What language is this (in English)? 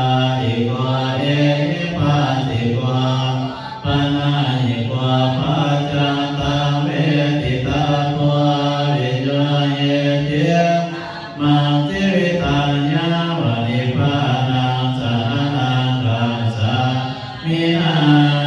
Pali